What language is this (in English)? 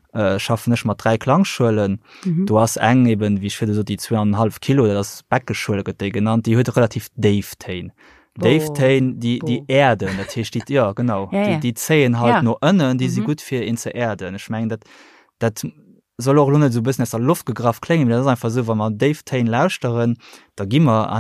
Luxembourgish